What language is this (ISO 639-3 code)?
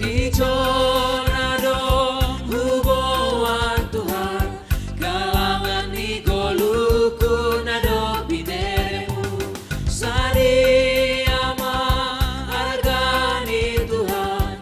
bts